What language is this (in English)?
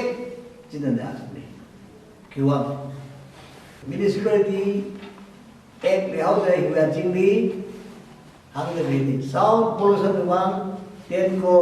Tangkhul Naga (India)